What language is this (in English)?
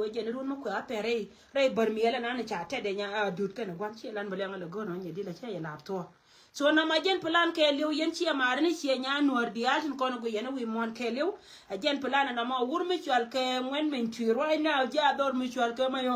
Nuer